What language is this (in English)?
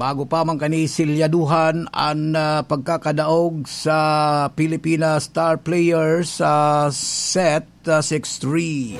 Bikol